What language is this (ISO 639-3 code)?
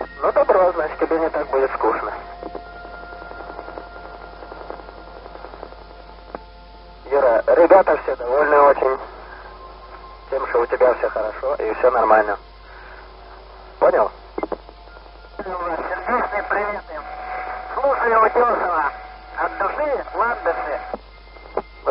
rus